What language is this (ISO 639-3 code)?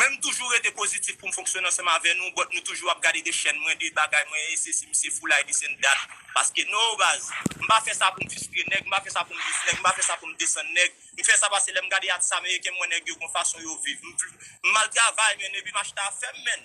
hat